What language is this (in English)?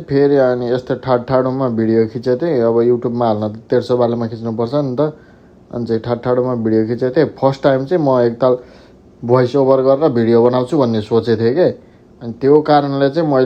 Nepali